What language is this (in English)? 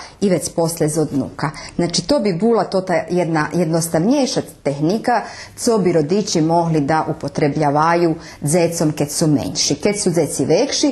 Rusyn